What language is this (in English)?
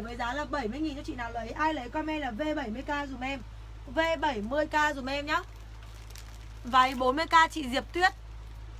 Vietnamese